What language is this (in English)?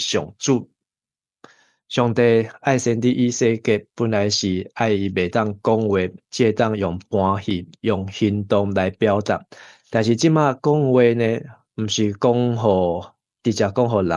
Min Nan Chinese